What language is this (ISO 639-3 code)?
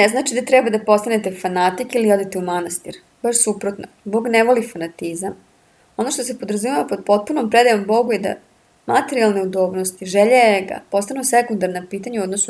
srp